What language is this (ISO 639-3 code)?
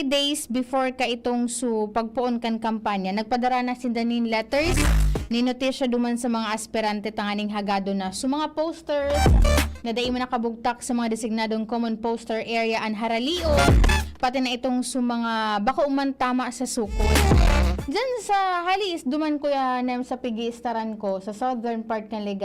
bik